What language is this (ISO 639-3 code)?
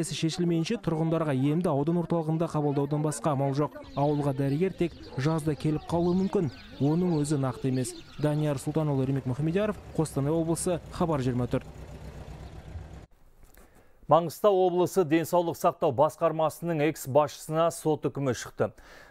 kaz